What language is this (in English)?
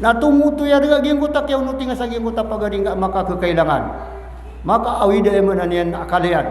Maranao